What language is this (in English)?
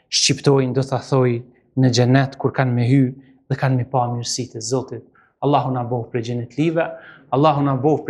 Albanian